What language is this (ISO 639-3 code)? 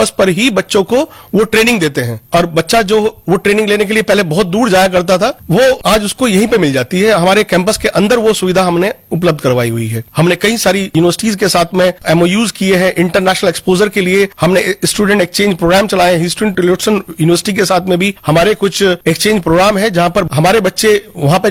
hin